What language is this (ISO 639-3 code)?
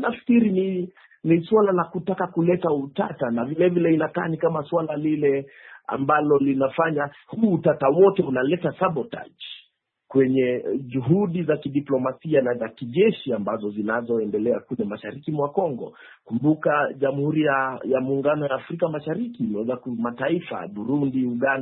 swa